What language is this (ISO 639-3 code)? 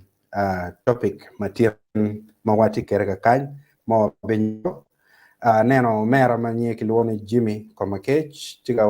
ach